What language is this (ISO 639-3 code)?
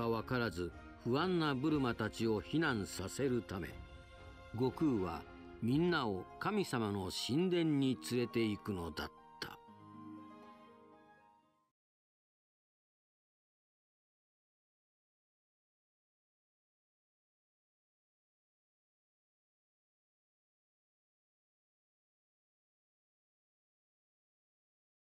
jpn